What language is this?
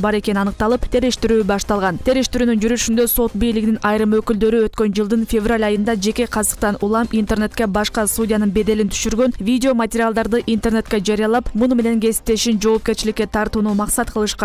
Kyrgyz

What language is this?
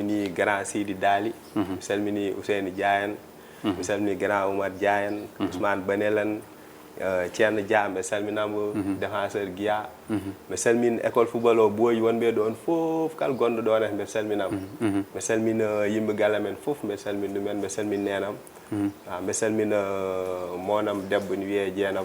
Fula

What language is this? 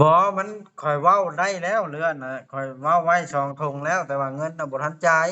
Lao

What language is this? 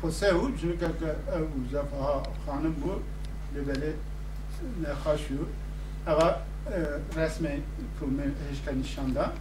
Kurdish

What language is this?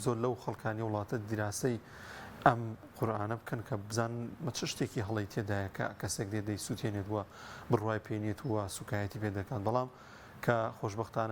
Central Kurdish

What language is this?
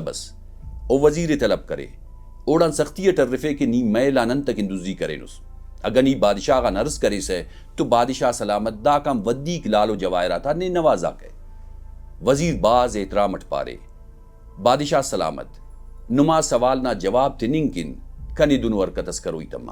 Brahui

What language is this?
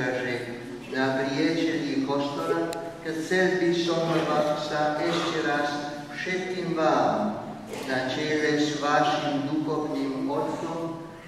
Slovak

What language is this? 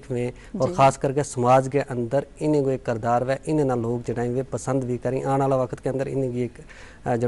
Gujari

